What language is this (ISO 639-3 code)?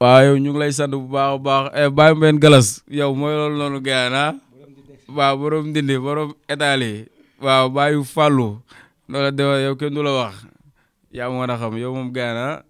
wol